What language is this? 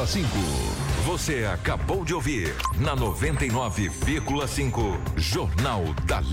Portuguese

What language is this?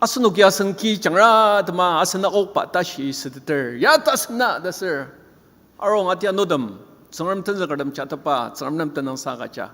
Ao Naga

